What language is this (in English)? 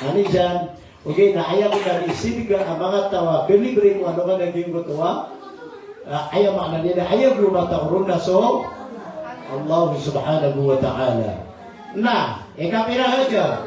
Maranao